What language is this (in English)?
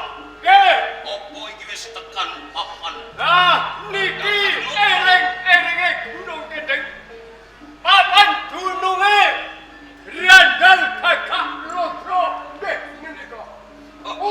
Javanese